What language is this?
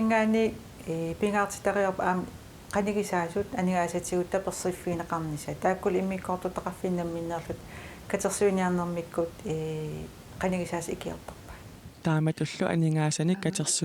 Kalaallisut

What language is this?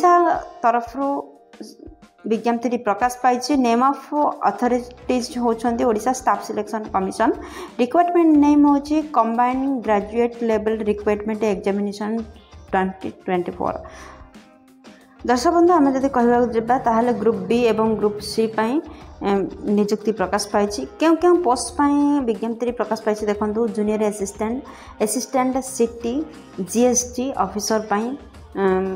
Odia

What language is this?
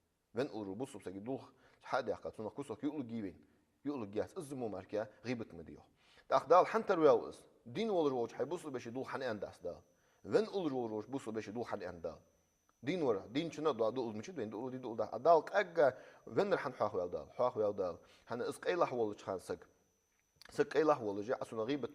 Ingush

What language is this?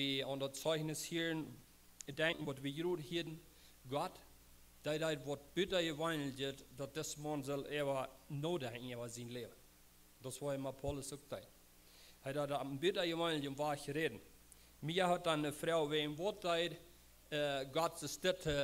Plautdietsch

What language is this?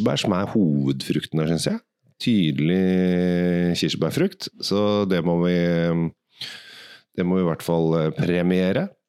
Norwegian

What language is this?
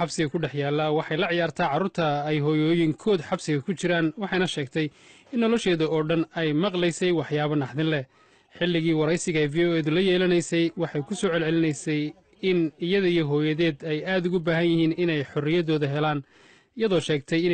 Somali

